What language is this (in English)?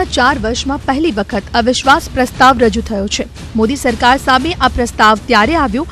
Gujarati